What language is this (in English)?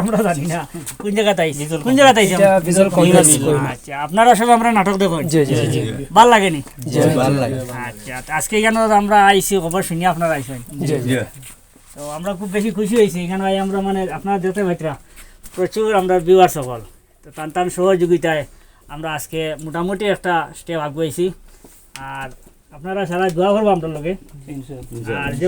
Sylheti